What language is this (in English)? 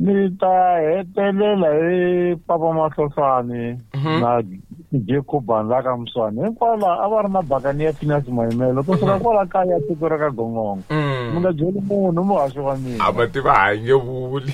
Tsonga